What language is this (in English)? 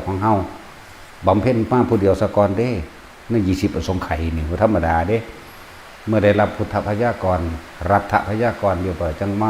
Northeastern Thai